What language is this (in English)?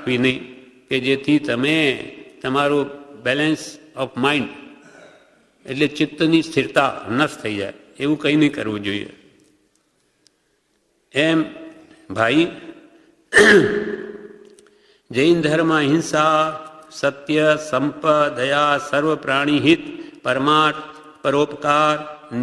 Gujarati